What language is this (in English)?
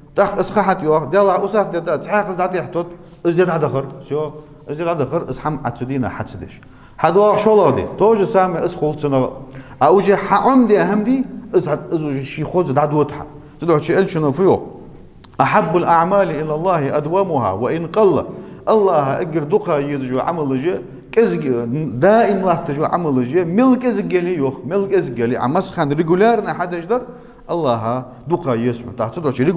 Ingush